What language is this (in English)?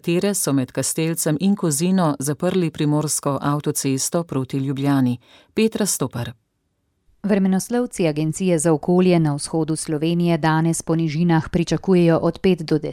Slovenian